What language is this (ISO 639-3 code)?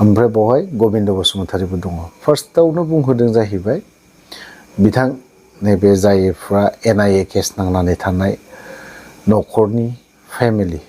brx